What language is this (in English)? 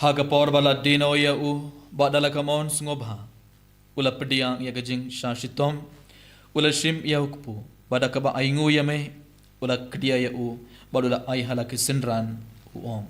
Khasi